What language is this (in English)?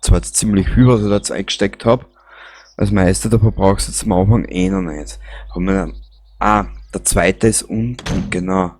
Bavarian